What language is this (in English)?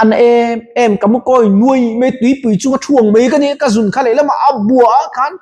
Mizo